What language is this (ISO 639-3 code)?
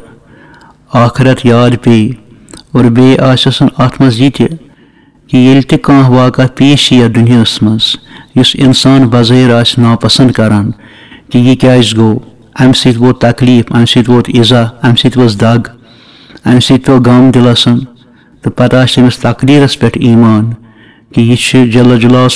kas